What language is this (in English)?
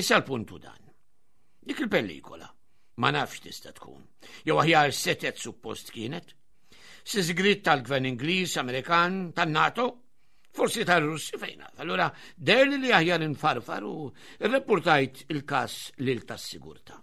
Maltese